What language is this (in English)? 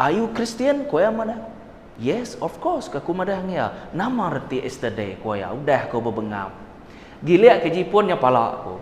Iban